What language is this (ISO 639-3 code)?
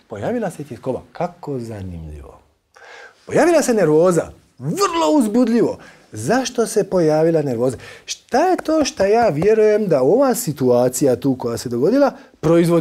hrv